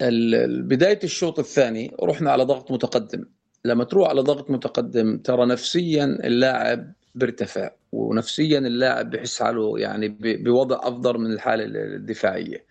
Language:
North Levantine Arabic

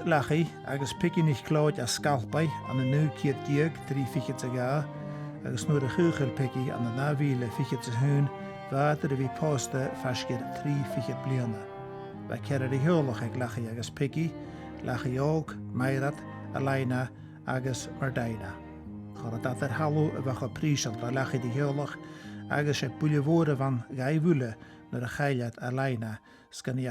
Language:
Scottish Gaelic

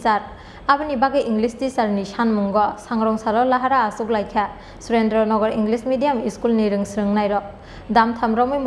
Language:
Kok Borok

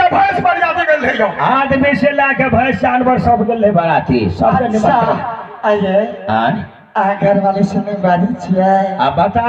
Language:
Maithili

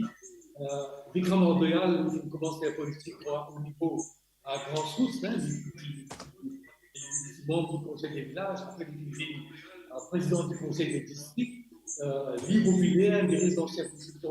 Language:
Morisyen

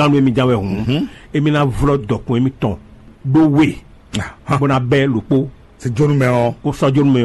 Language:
Fon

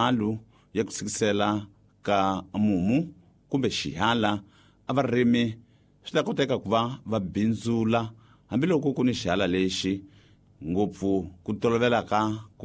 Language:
Tsonga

